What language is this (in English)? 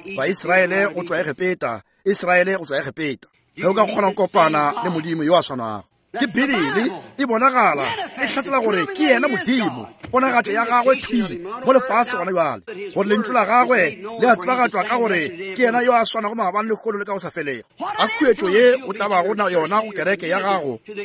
Northern Sotho